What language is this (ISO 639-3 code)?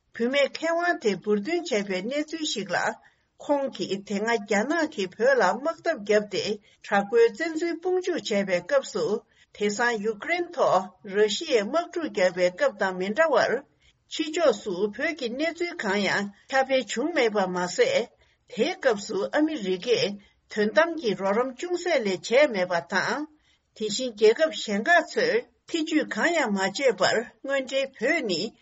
bod